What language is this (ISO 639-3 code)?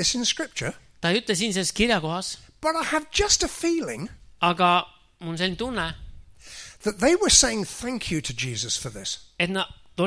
est